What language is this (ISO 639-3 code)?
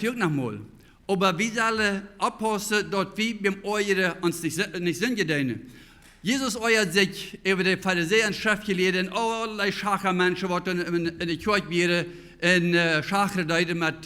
pdt